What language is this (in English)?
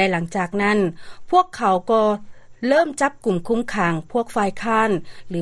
Lao